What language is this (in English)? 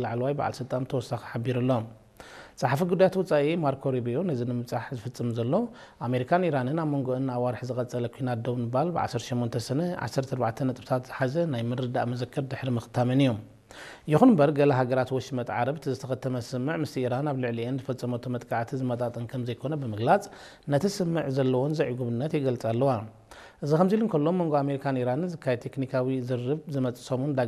Tigrinya